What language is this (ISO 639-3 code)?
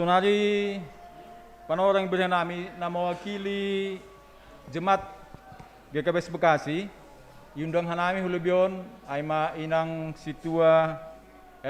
bts